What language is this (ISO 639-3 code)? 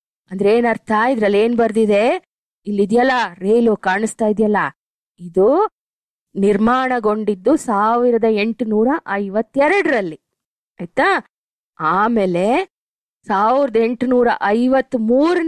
kan